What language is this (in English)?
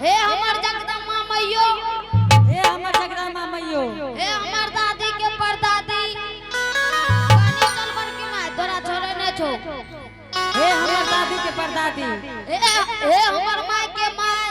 Angika